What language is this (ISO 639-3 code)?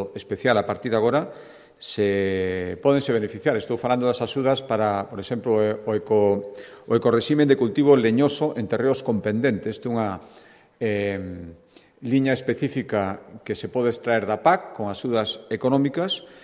glg